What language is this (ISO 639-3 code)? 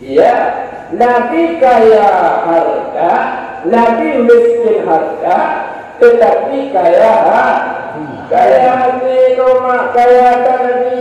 ace